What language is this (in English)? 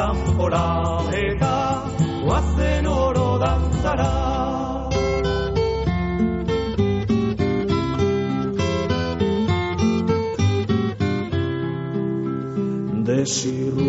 Basque